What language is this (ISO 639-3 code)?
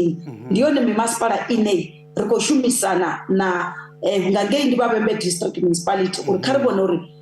ven